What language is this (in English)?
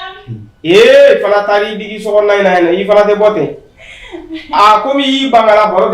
Bambara